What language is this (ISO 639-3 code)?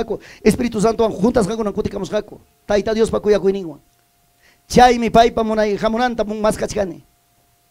quy